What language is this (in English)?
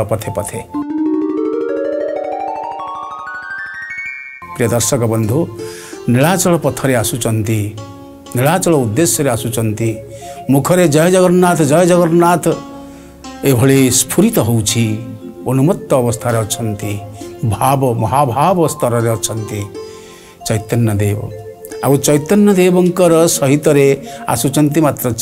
Odia